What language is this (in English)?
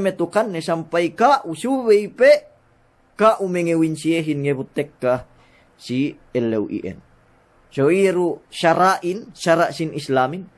Yakan